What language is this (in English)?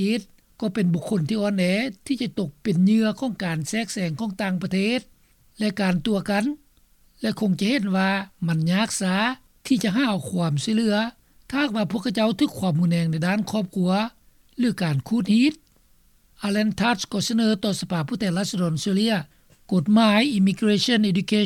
Lao